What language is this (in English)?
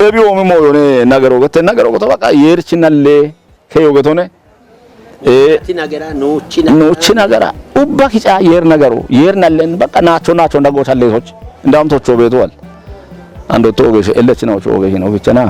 Kafa